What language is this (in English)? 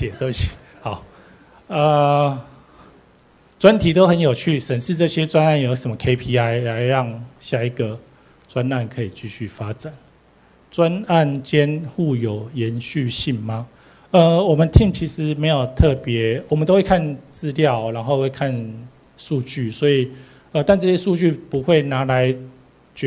Chinese